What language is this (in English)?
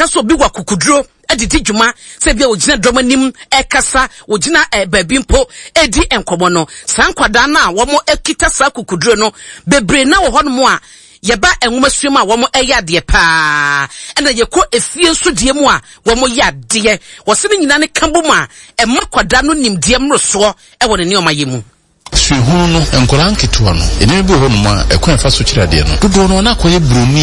Akan